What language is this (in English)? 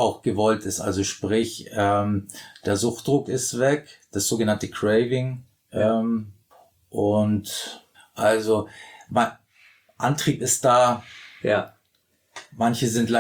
German